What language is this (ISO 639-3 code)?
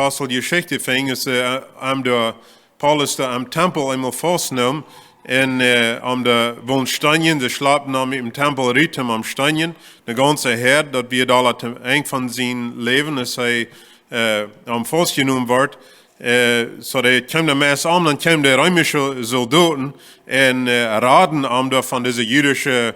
pdt